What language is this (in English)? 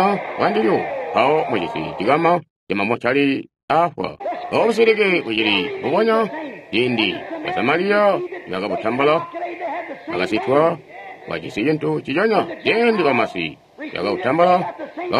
Tonga (Zambia)